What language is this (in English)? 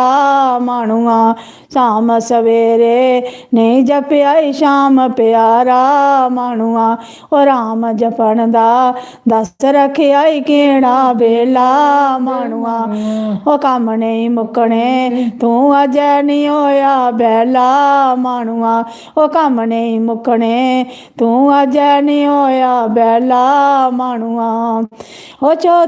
Dogri